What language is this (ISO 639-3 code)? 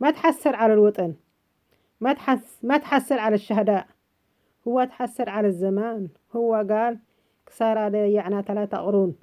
apc